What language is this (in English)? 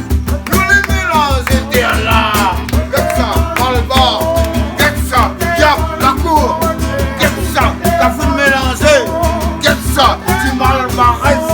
Réunion Creole French